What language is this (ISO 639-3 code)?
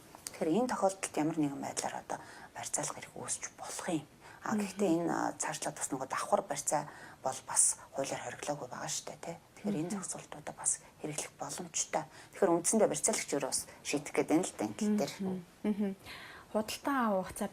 mon